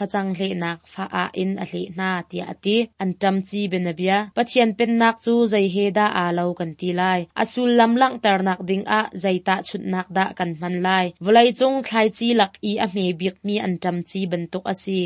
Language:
Hakha Chin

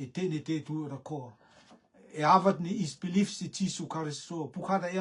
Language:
Rotuman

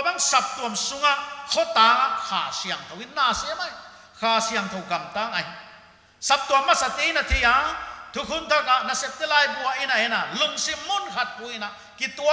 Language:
Paite Chin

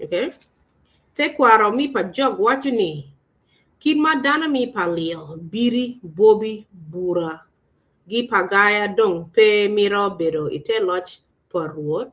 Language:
Acoli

